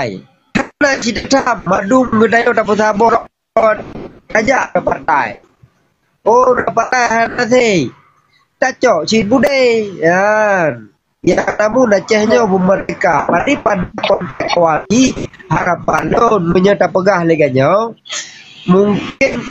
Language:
Achinese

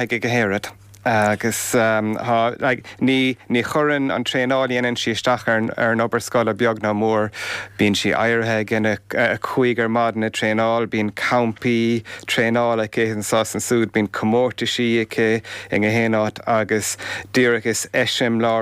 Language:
Irish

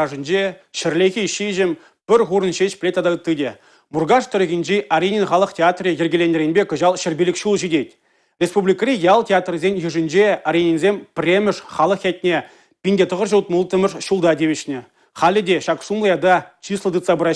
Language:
Chuvash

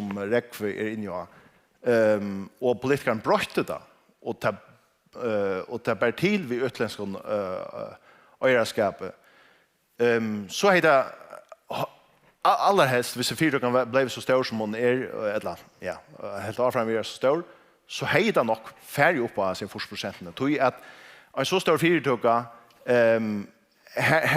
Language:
Faroese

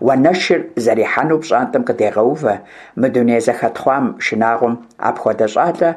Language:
Kabardian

